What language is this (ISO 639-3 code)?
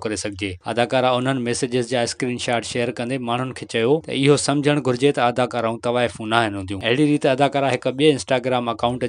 snd